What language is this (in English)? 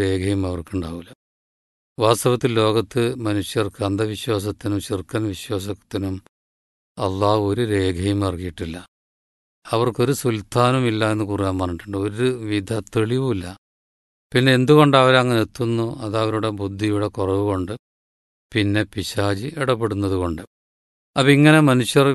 Malayalam